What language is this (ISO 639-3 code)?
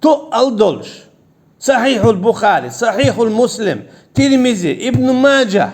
che